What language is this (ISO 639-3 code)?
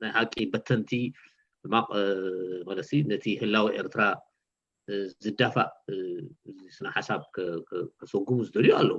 tir